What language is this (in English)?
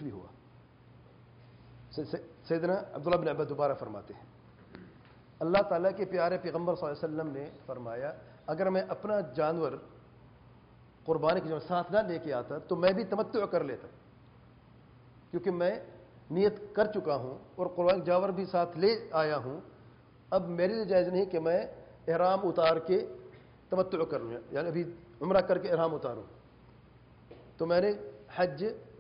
Urdu